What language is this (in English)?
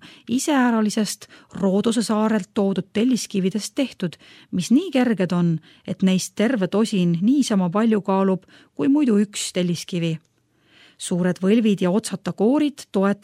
Estonian